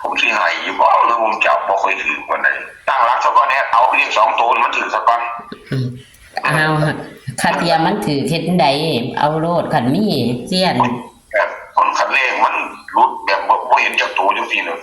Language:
Northeastern Thai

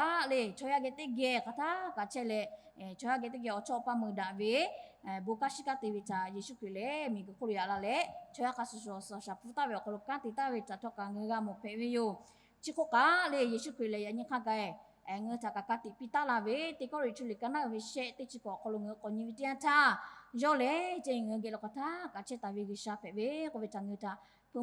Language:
Lahu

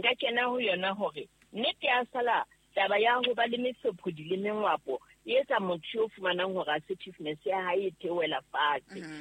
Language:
Southern Sotho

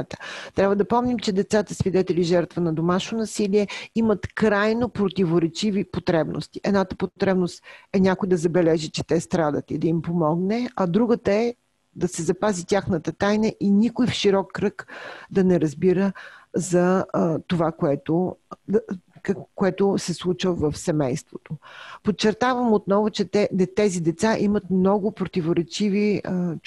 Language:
Bulgarian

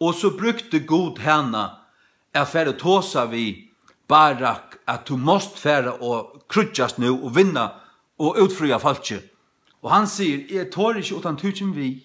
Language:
Faroese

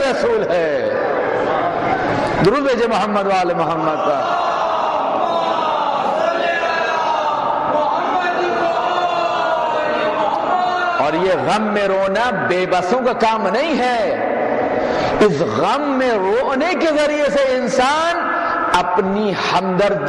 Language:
Urdu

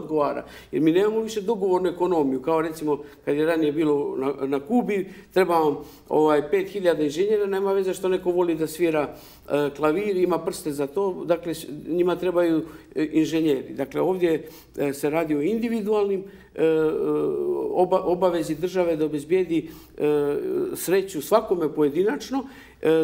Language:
Bosnian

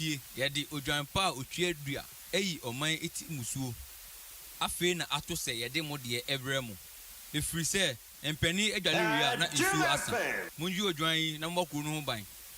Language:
Akan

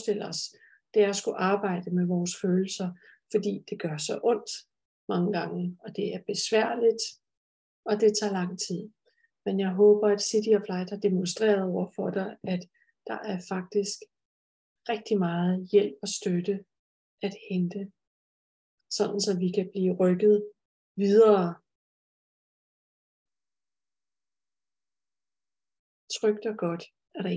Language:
Danish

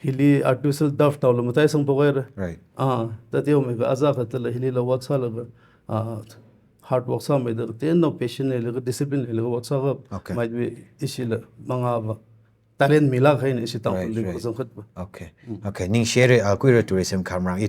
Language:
Tangkhul Naga (India)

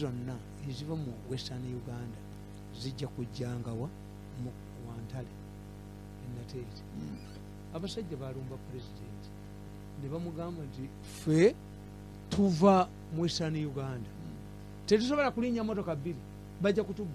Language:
Ganda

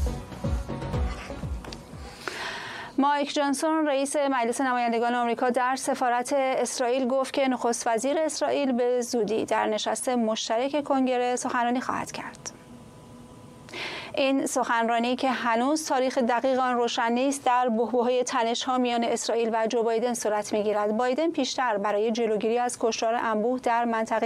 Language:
Persian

